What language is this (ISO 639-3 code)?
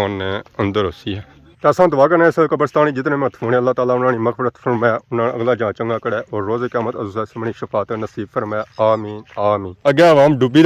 phr